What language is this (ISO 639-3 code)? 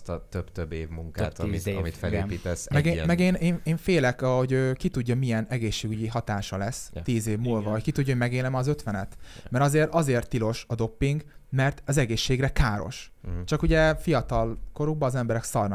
hun